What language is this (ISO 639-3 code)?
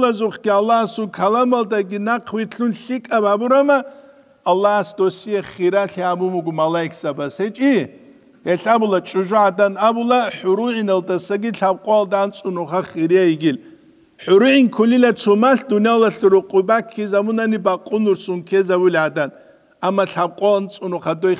ava